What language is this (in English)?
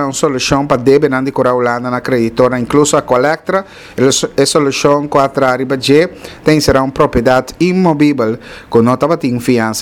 Papiamento